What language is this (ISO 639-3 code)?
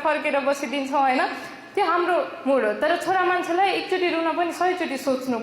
nep